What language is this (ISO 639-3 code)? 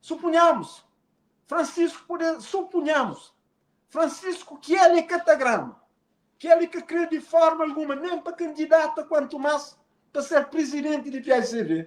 kea